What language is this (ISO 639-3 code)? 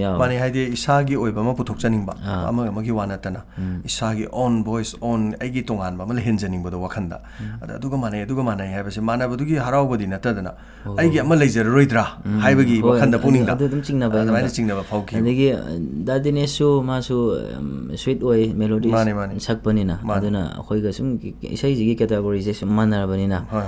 mni